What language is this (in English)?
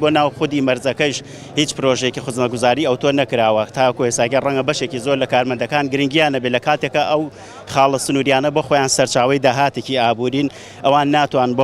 Central Kurdish